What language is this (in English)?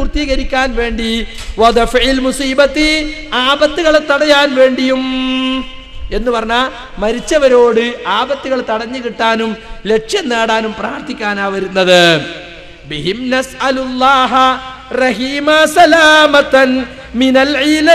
Malayalam